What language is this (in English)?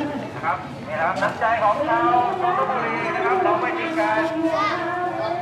Thai